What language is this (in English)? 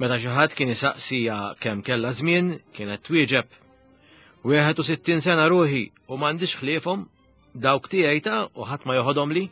Maltese